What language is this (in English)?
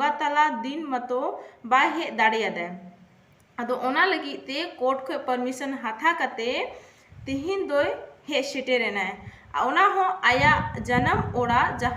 Santali